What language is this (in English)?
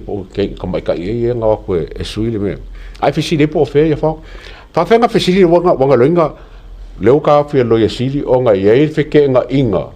Samoan